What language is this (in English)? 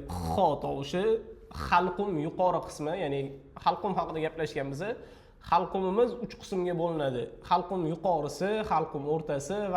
Uzbek